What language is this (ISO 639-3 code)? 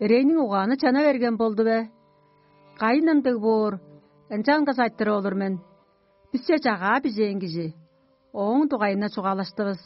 tyv